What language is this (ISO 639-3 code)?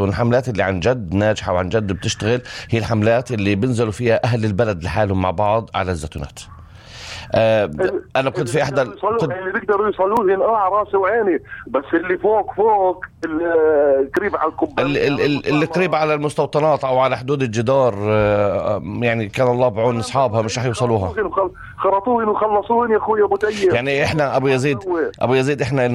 apc